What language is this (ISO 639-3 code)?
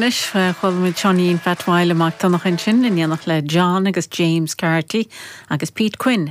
gle